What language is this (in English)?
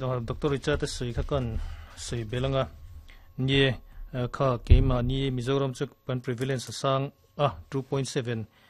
Mizo